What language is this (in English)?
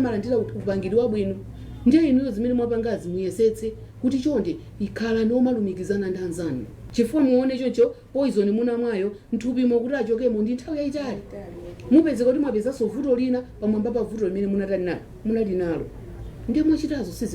Nyanja